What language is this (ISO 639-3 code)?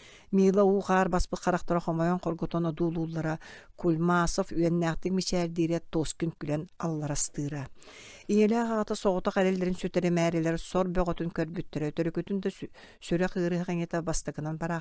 sah